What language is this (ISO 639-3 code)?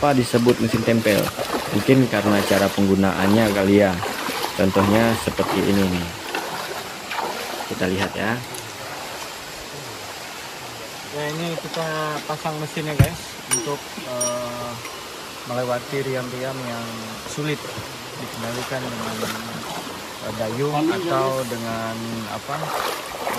ind